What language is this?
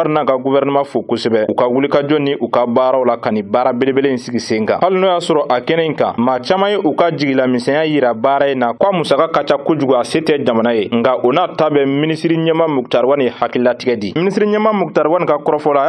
Bambara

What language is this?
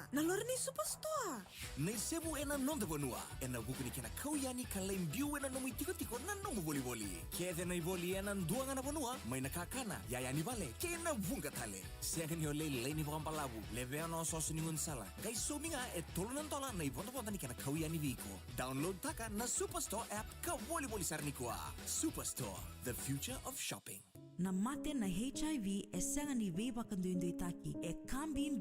Fijian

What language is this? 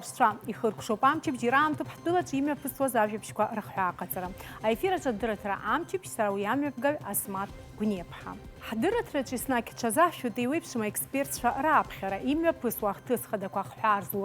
Abkhazian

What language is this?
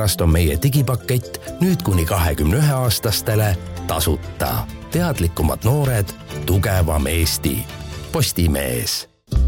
Estonian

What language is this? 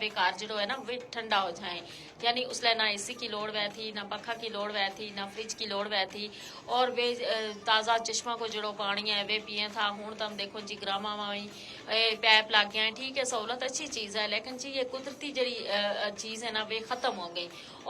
Gujari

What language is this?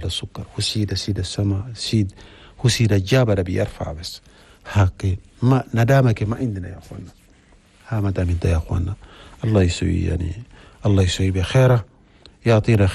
Chadian Arabic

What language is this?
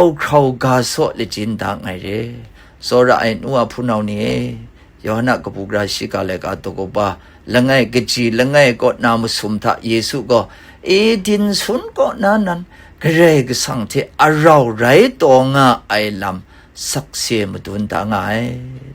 Kachin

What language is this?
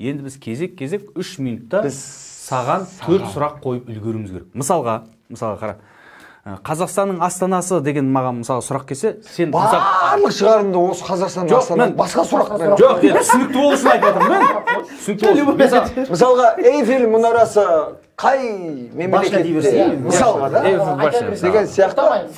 Kazakh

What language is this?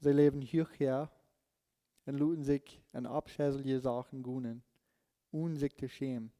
Plautdietsch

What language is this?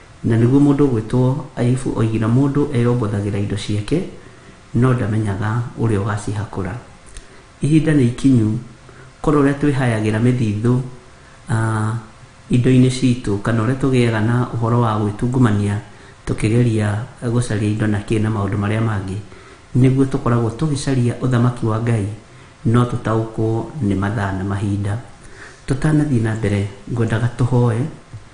Kikuyu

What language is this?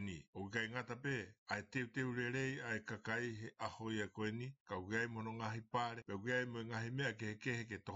Tongan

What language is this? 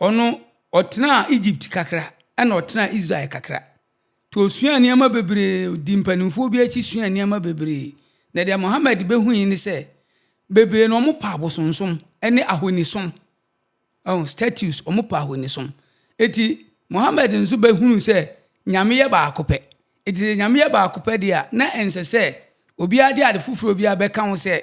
Akan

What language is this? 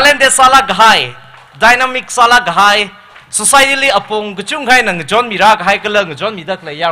Tangkhul Naga (India)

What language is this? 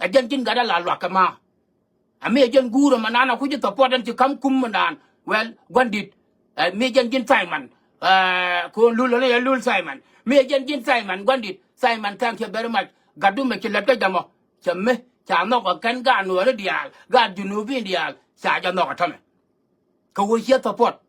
Nuer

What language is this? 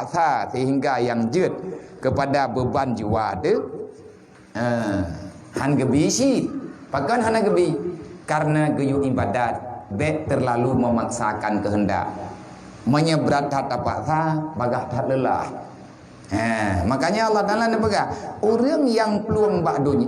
Achinese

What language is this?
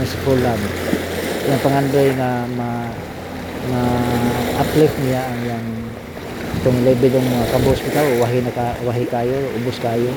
Cebuano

